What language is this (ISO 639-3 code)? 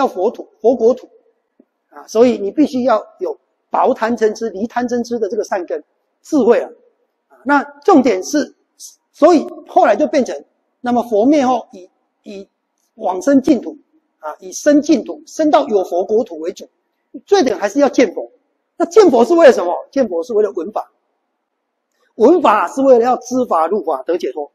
zho